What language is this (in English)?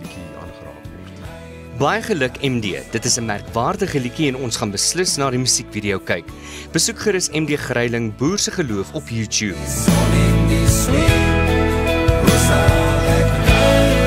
Afrikaans